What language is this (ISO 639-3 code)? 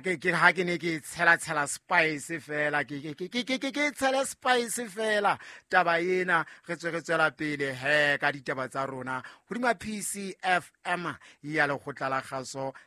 sot